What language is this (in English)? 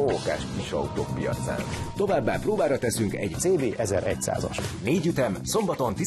Hungarian